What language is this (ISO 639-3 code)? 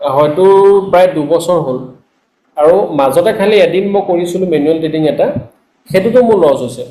asm